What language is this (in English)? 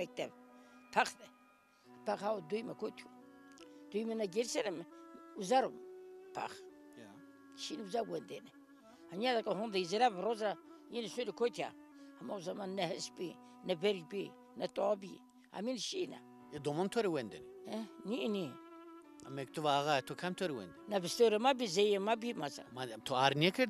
Zaza